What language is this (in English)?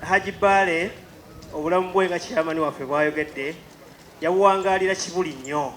Ganda